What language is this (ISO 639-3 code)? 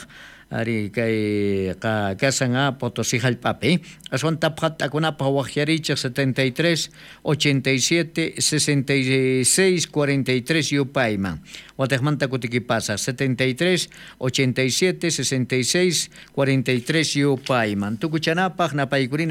quh